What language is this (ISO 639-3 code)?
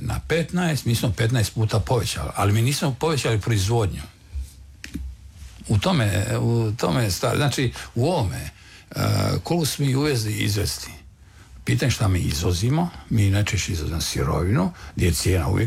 hrv